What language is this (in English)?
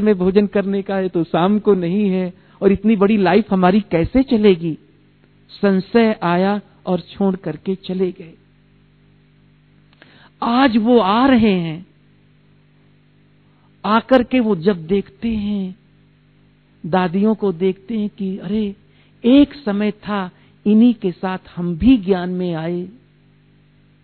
Hindi